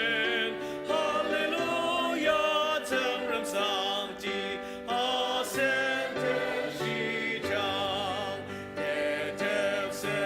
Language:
Ao Naga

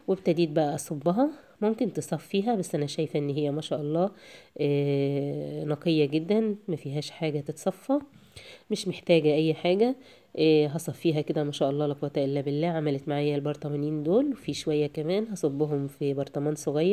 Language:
Egyptian Arabic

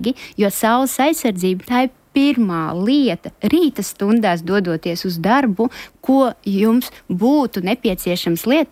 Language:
Latvian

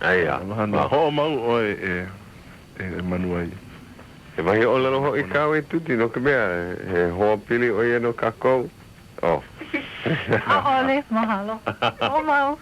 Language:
Hawaiian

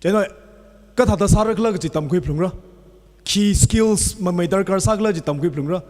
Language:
Tangkhul Naga (India)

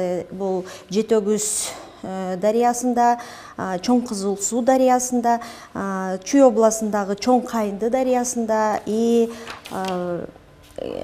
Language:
Kyrgyz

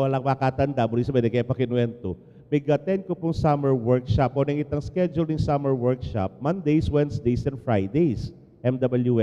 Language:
Pampanga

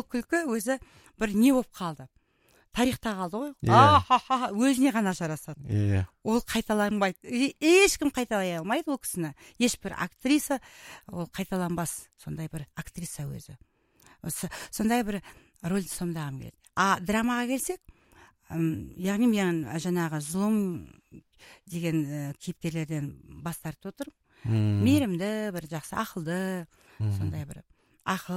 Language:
Kazakh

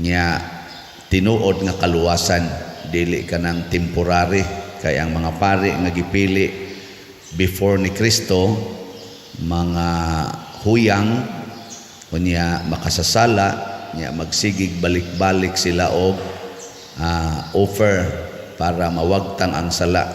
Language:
Cebuano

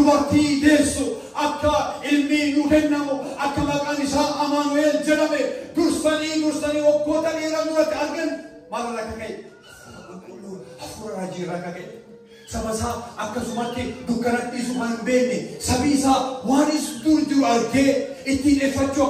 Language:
Oromo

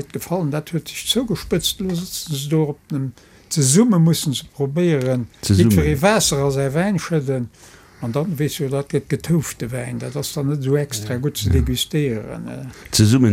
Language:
Luxembourgish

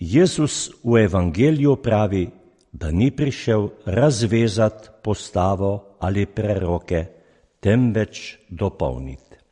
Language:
Slovenian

